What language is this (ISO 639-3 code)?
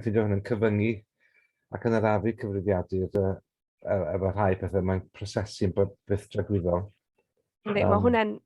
cym